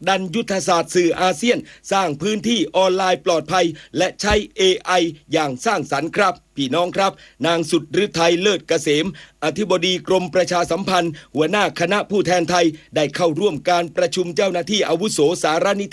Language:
Thai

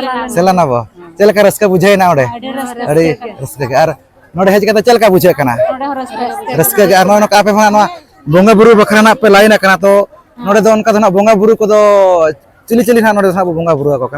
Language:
Santali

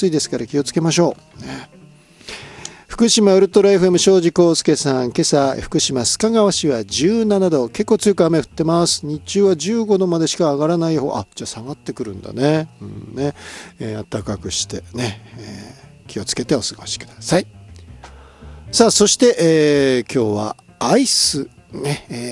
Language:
Japanese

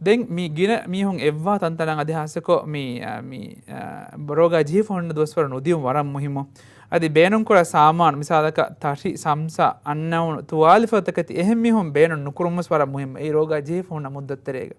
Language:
Divehi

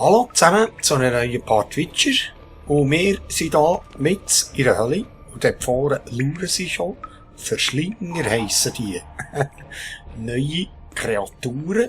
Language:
Swiss German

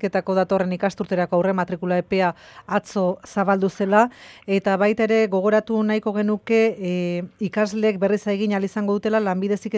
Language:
Basque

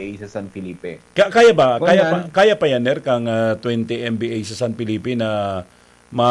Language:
Bikol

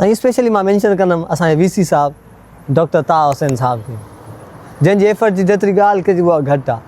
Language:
Sindhi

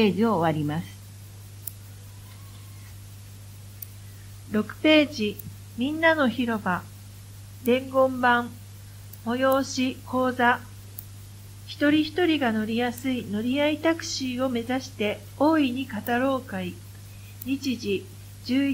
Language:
Japanese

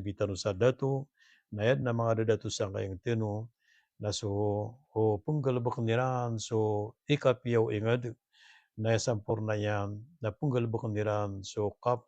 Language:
Maranao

